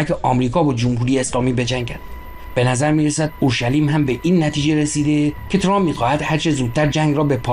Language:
Persian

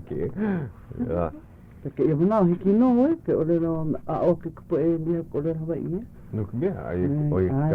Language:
Hawaiian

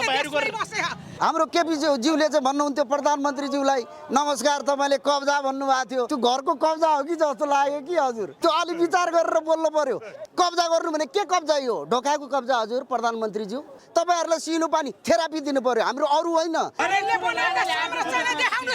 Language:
Nepali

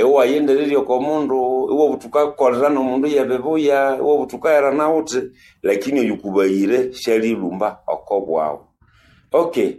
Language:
Nande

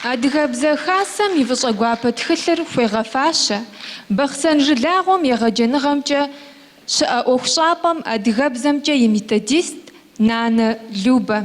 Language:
Kabardian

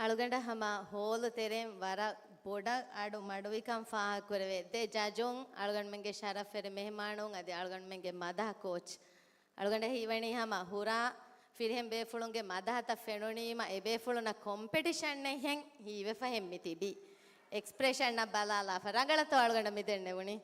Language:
Divehi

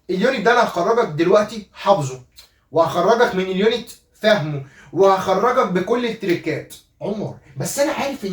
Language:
Egyptian Arabic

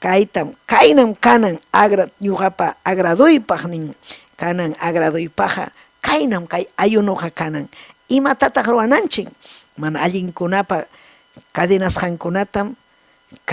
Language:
Ayacucho Quechua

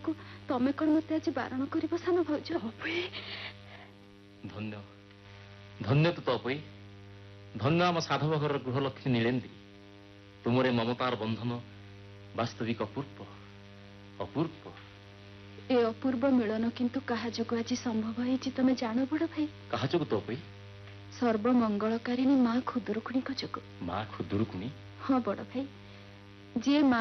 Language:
Odia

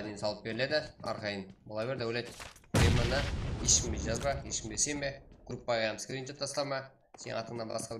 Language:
Kara-Kalpak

